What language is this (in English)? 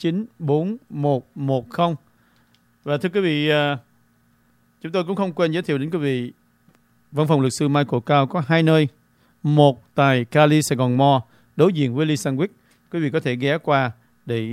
Vietnamese